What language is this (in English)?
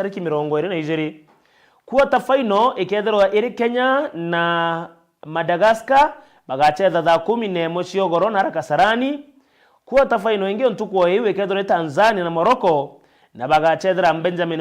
Meru